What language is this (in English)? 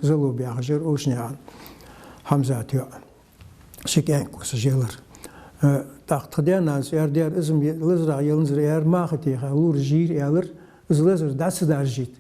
Ingush